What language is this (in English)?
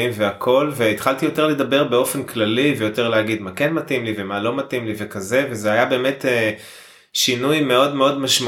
Hebrew